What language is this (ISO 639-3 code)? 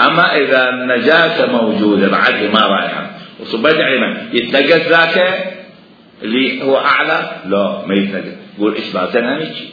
acm